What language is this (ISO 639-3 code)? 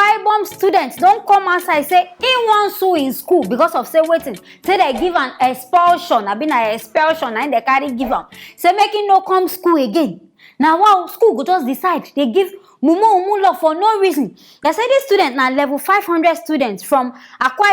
pcm